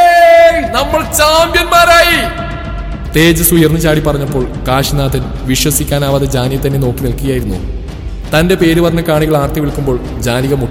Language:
Malayalam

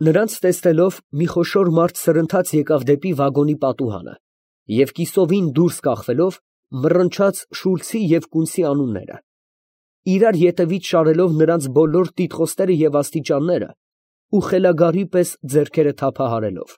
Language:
Armenian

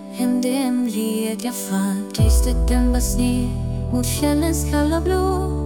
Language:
Swedish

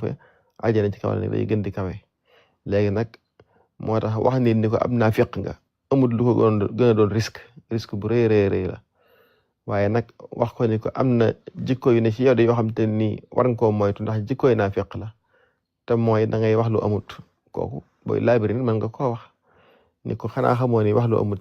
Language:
Wolof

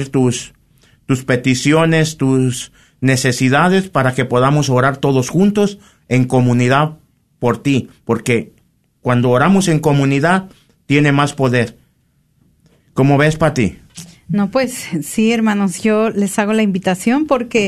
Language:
Spanish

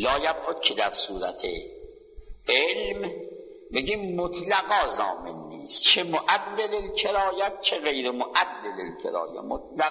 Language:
Persian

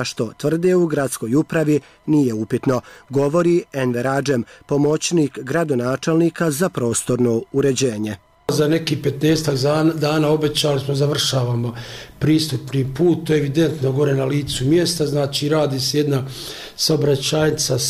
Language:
Bosnian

